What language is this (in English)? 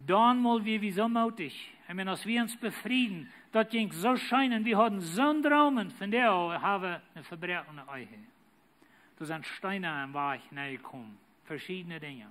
Plautdietsch